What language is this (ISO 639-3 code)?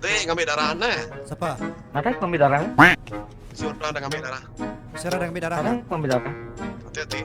iba